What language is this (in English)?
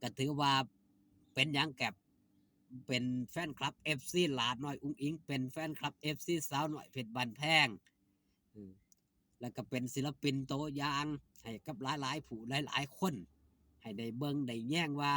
Northeastern Thai